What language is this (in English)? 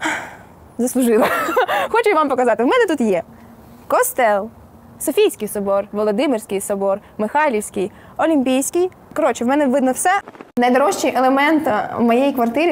Ukrainian